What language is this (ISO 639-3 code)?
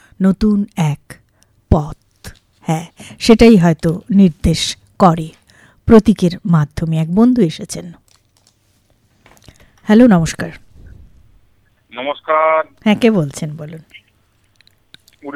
ben